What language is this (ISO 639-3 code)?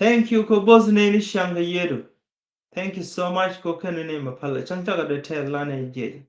nus